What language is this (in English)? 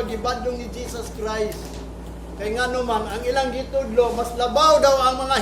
Cebuano